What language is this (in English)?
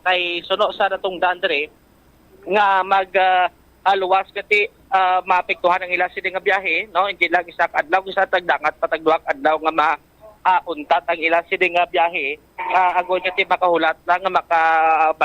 Hiligaynon